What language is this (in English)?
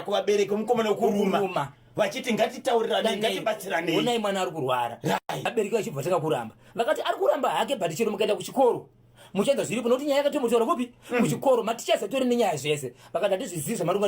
Shona